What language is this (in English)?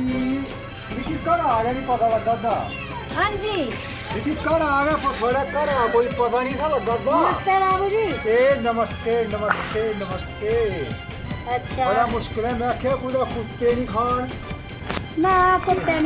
Dogri